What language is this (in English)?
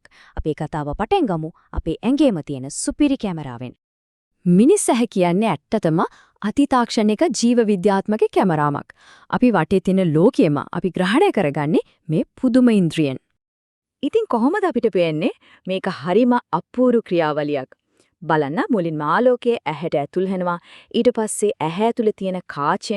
Sinhala